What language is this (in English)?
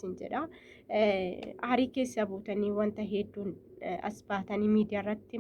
Oromo